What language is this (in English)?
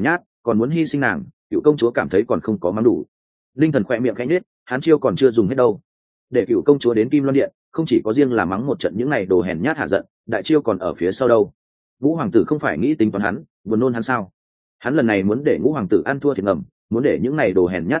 Vietnamese